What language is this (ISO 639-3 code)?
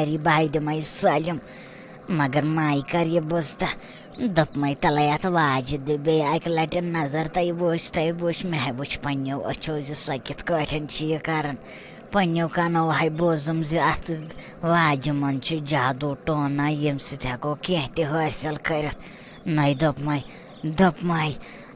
kas